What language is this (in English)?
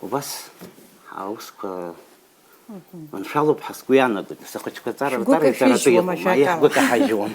Abkhazian